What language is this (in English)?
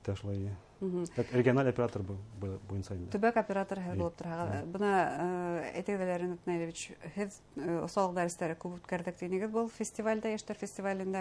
Bashkir